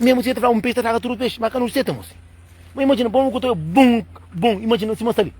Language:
Kabuverdianu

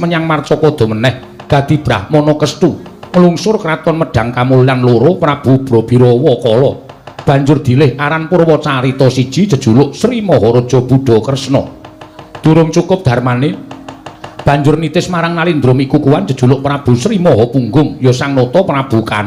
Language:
Javanese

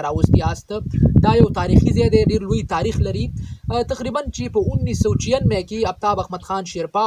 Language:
Pashto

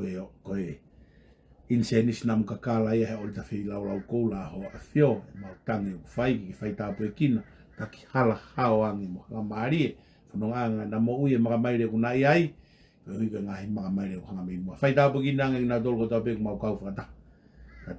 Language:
Tongan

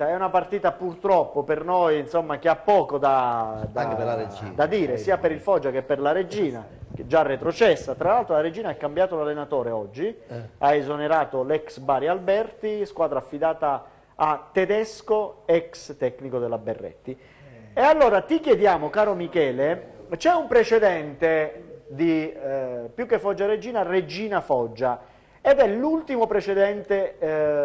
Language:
Italian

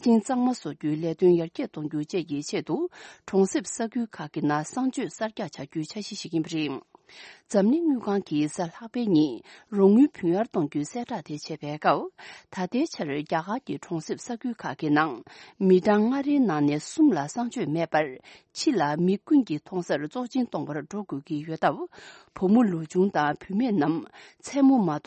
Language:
Tibetan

